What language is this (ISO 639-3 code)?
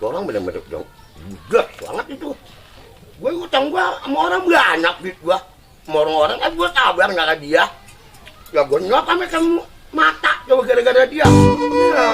bew